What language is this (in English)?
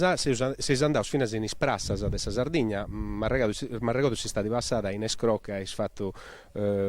Sardinian